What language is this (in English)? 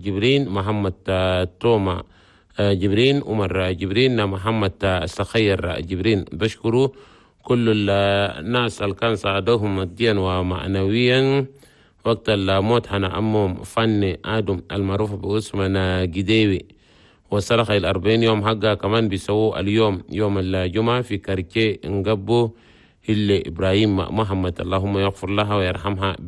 Chadian Arabic